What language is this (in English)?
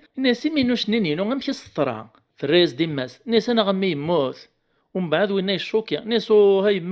Kabyle